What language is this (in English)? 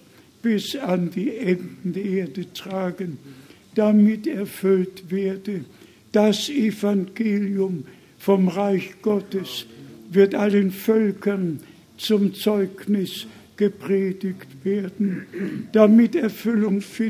German